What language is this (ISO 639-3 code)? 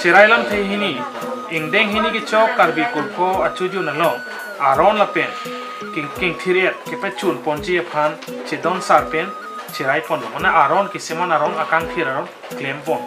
mjw